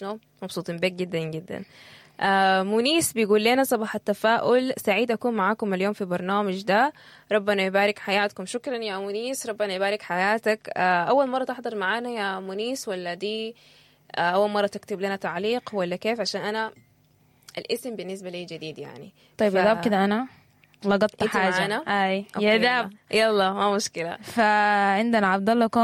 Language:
Sudanese Arabic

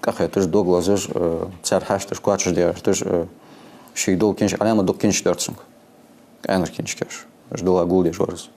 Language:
Ingush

